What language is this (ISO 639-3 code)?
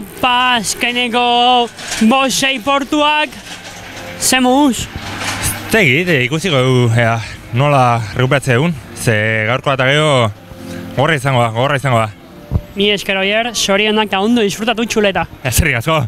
eus